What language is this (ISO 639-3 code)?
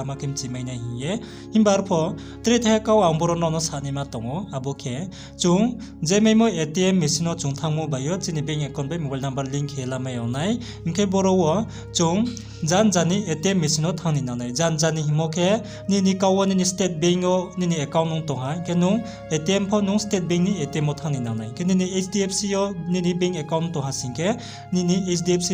ria